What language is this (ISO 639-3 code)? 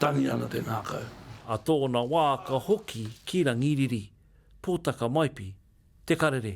mri